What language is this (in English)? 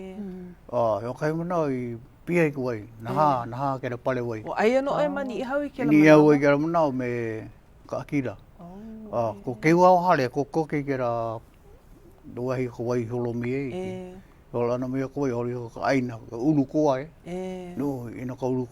Hawaiian